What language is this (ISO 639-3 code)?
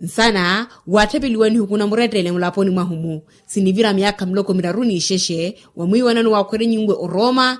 vmw